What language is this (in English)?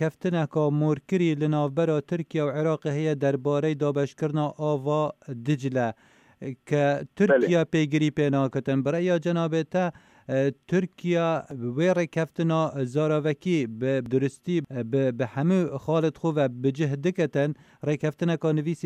Kurdish